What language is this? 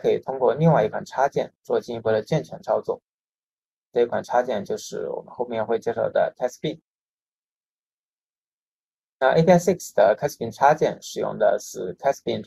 Chinese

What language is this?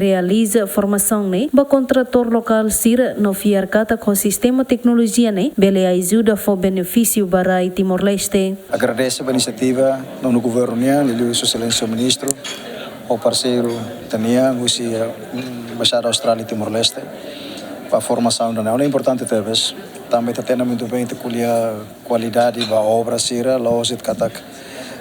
Tetum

